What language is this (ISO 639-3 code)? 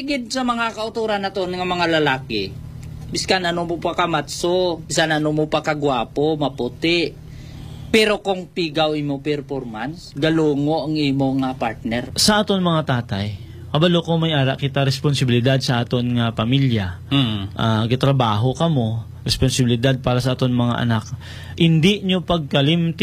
hil